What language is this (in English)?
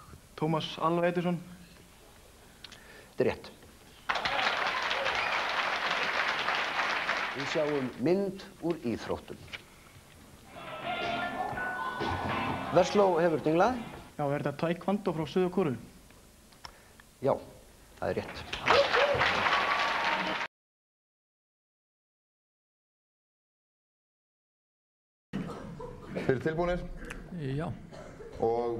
Icelandic